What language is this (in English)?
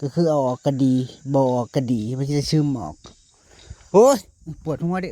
Northeastern Thai